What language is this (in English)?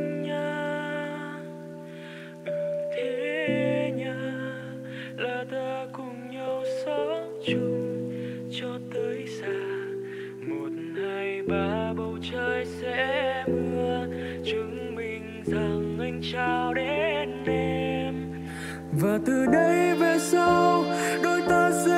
Vietnamese